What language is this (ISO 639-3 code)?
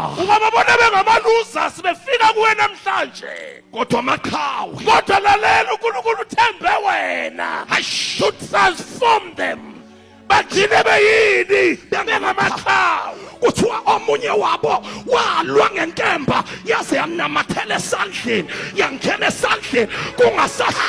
zul